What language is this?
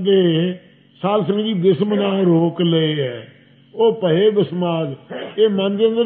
Punjabi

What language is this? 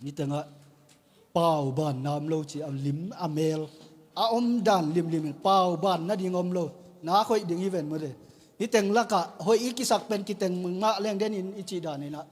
Tedim Chin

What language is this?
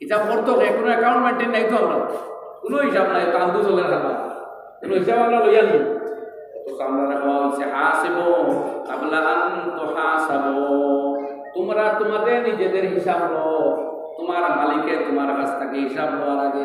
Sylheti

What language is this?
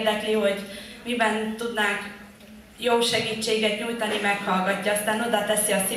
Hungarian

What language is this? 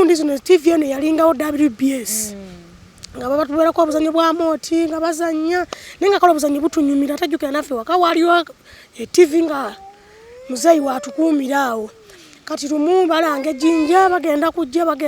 Ganda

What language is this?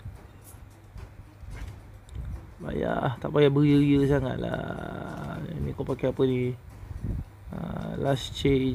Malay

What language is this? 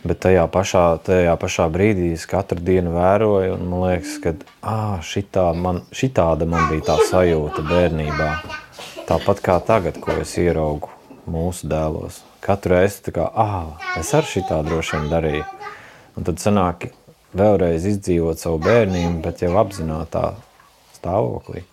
Latvian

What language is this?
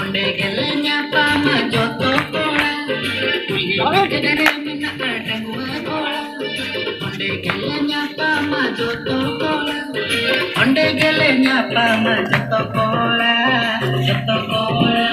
Santali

